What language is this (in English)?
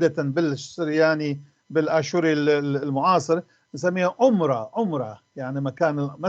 North Levantine Arabic